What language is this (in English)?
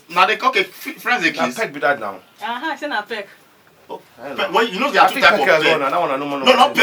Nigerian Pidgin